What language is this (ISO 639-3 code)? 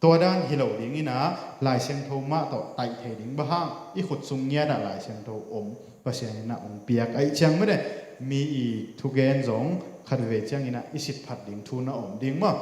ctd